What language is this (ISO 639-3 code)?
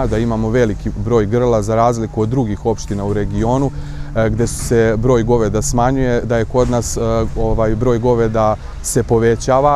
srp